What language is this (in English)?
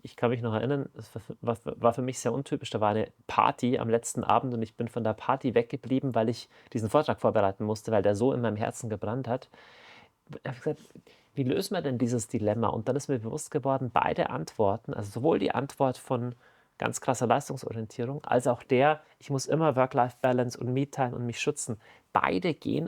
Swiss German